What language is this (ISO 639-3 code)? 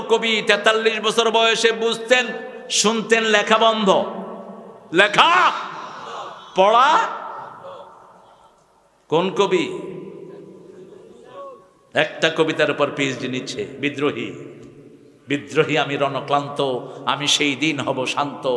ben